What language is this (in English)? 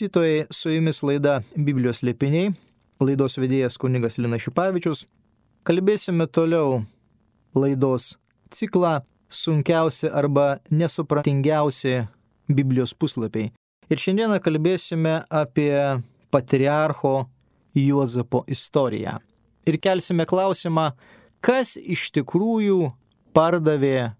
Lithuanian